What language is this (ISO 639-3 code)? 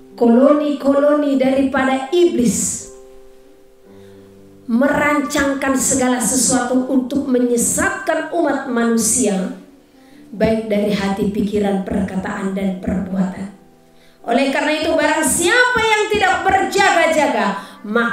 ind